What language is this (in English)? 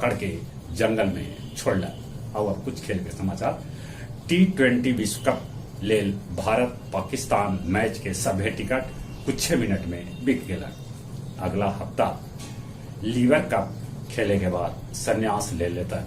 Magahi